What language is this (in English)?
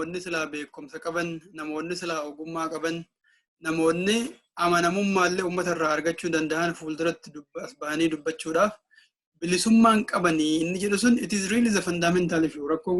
Oromo